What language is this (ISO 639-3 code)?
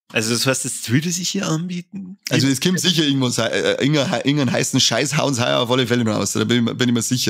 bar